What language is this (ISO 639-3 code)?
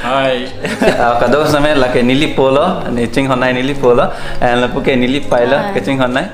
mjw